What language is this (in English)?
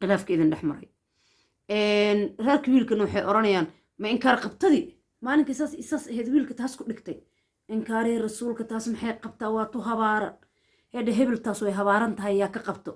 Somali